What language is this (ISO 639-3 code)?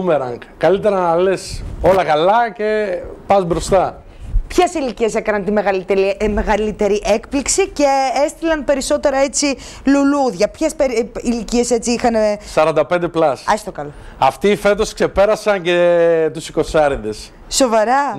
ell